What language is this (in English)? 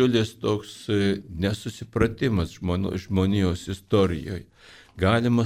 Lithuanian